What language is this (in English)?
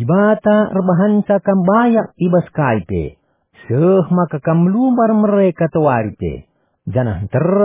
Batak Karo